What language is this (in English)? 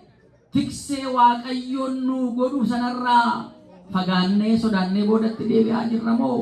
Oromo